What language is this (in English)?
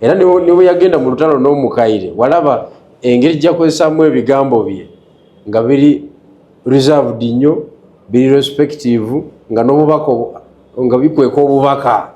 Ganda